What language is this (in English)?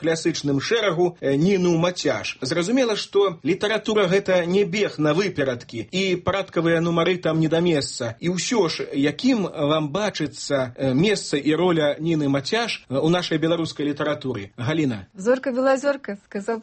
Belarusian